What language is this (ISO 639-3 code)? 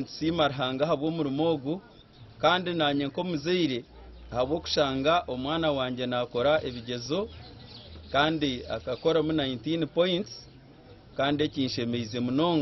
nyn